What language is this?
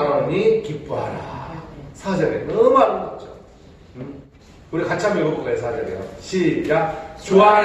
Korean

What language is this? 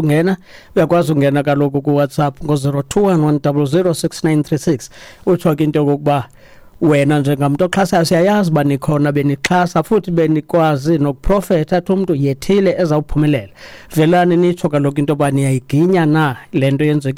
Xhosa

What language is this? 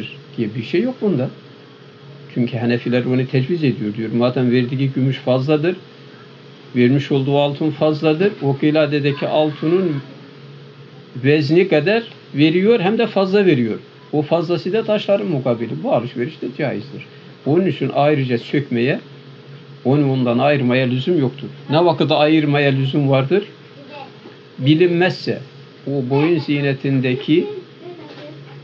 Turkish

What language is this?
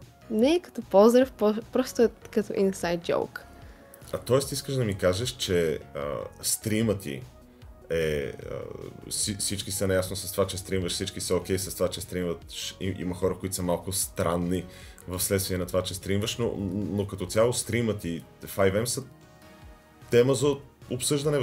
Bulgarian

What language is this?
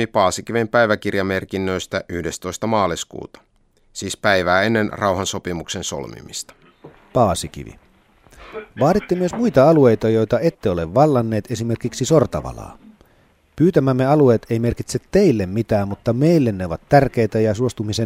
Finnish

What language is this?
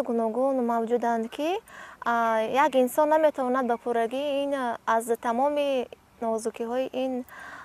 Tajik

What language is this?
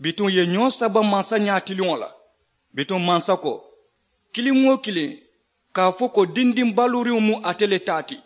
Mandingo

